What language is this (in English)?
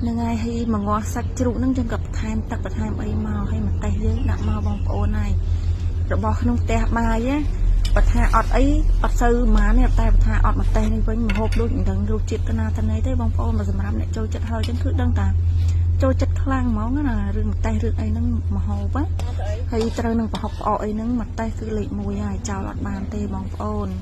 Khmer